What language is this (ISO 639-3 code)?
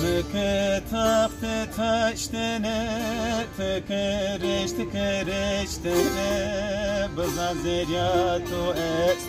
zza